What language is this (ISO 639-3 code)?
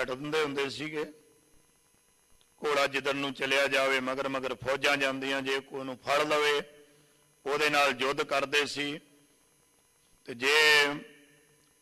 pan